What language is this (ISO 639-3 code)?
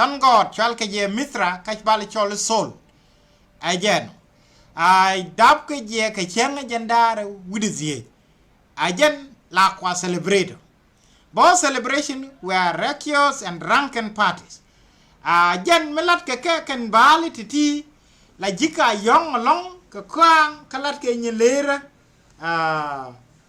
nus